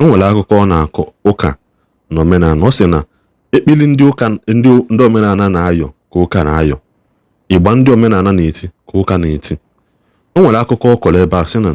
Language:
Igbo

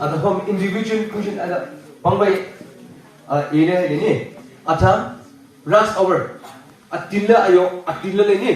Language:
Wancho Naga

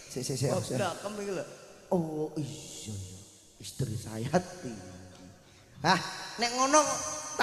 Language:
Javanese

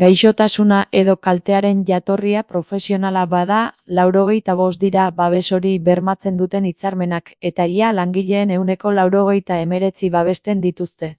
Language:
Basque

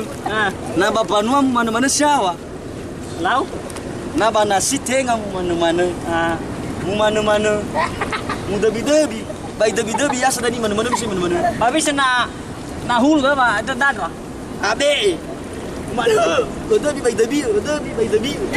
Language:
Nias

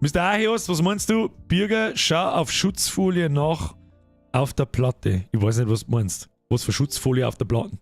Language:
Bavarian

